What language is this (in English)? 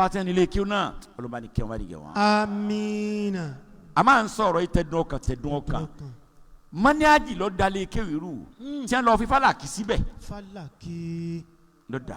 Yoruba